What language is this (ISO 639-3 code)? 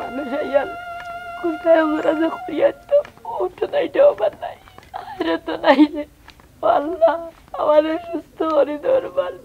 syl